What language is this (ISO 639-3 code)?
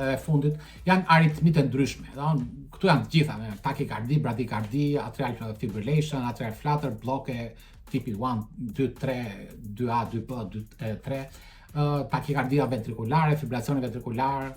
sqi